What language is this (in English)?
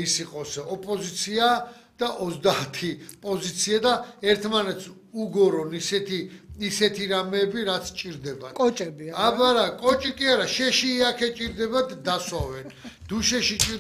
Georgian